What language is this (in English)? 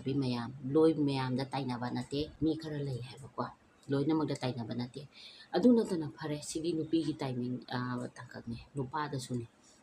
Manipuri